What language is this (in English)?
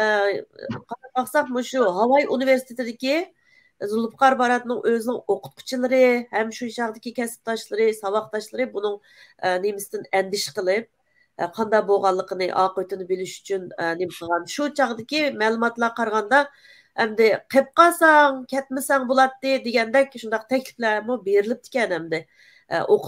Uyghur